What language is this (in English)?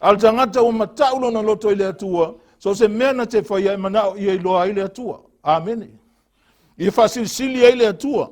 Samoan